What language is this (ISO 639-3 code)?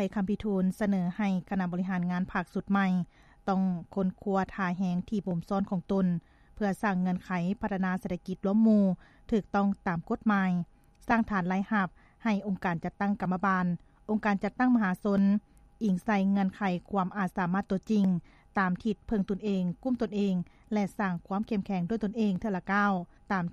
lao